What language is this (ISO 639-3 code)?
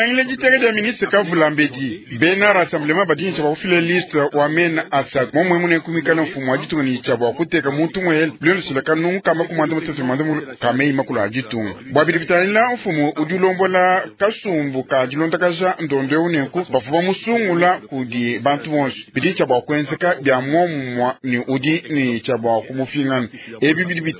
lua